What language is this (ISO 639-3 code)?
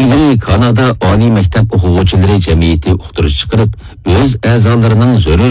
uig